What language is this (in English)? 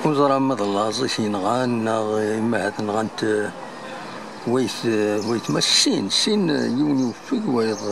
Kabyle